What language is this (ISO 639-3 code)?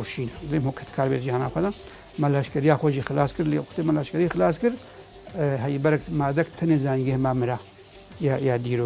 kur